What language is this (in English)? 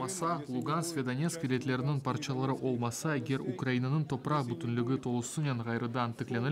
Crimean Tatar